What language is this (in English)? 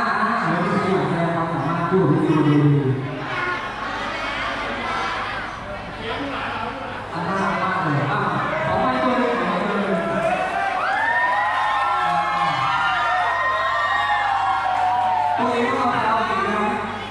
Thai